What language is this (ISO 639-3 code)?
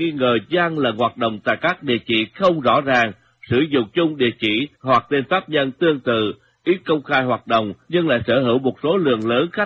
vie